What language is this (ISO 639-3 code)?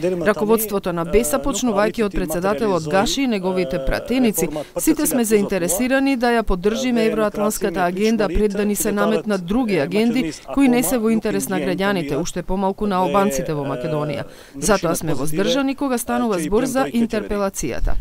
mkd